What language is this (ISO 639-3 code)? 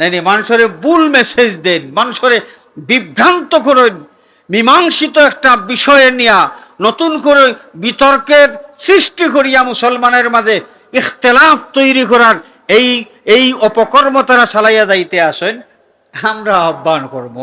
syl